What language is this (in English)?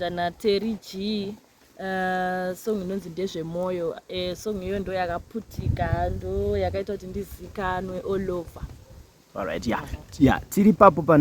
Shona